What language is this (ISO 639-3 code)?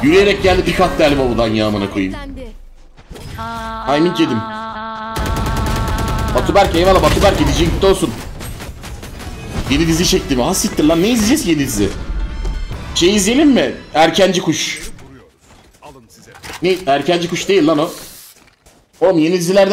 tur